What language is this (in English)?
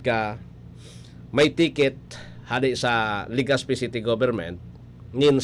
Bikol